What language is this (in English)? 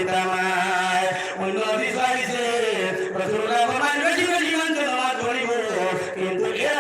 Sylheti